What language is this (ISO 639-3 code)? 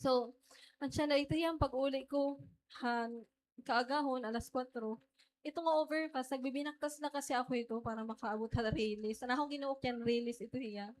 war